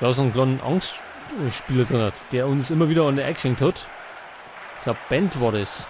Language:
Bavarian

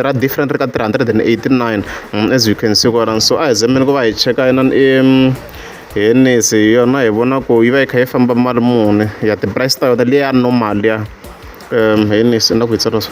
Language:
Tsonga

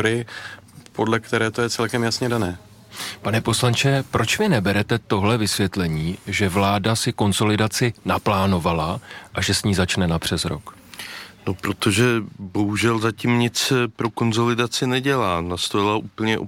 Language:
Czech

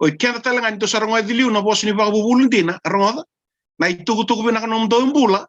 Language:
Fijian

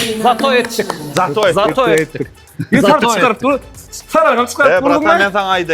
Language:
Turkmen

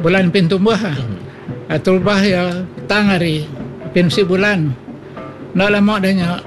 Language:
Iban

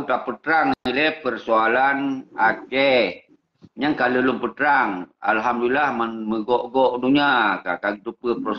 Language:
Achinese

